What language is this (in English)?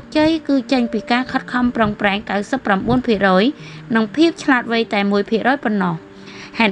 Khmer